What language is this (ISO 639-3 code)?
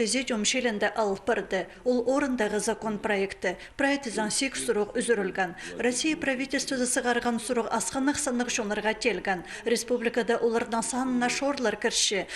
kjh